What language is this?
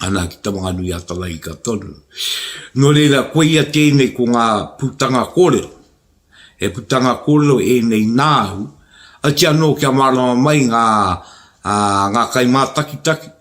Māori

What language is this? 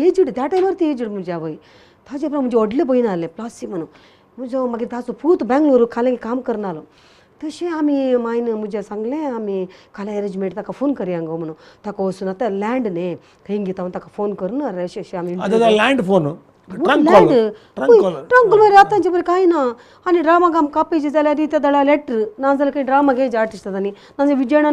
Konkani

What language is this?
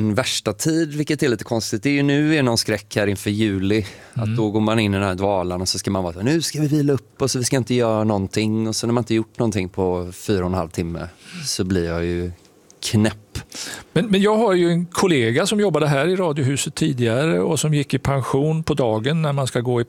Swedish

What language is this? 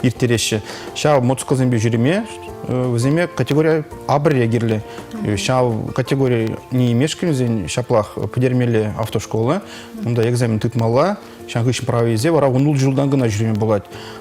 Chuvash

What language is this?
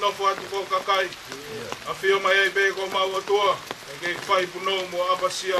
Tongan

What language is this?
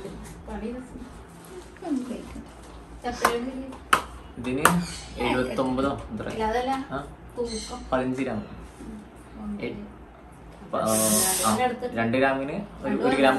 Malayalam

